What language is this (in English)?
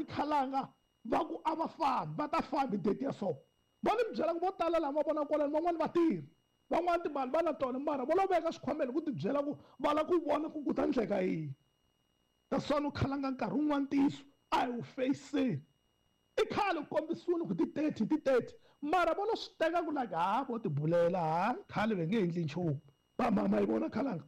Tsonga